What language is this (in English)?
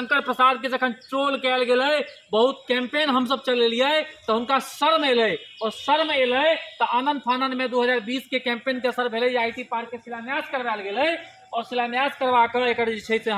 Maithili